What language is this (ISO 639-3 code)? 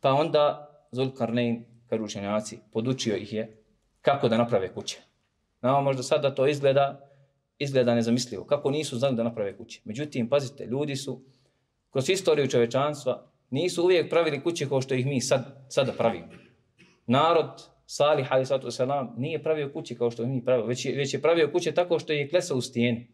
bos